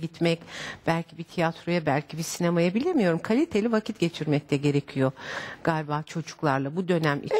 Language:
Turkish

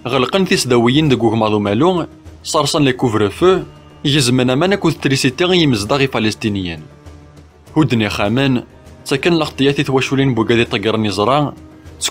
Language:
Kabyle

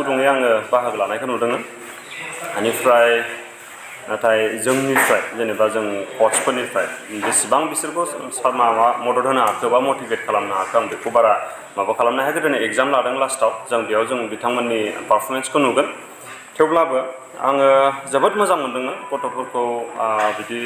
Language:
Bodo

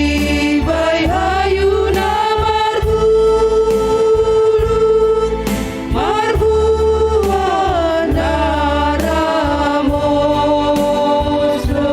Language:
Batak Simalungun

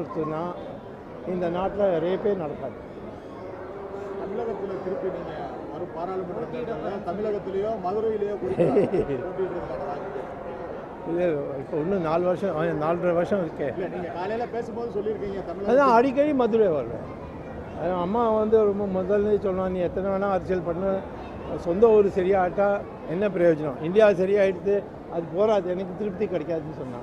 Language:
Tamil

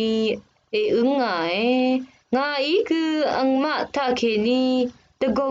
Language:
Rawang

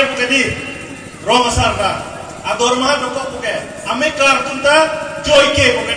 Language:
Karbi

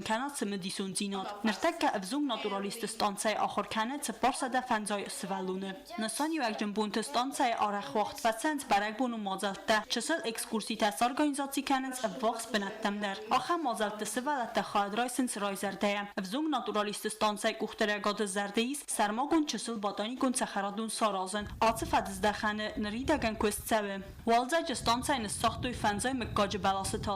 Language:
Ossetic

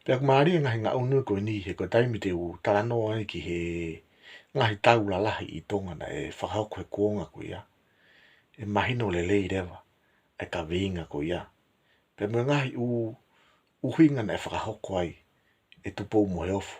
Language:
Tongan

